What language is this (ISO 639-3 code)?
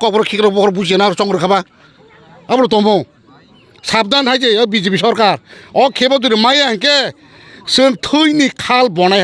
trp